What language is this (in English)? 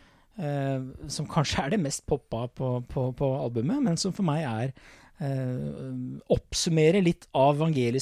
Norwegian